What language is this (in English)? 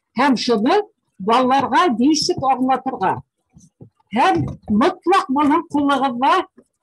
Bashkir